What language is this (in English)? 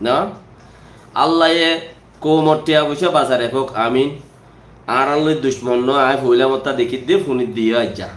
Rohingya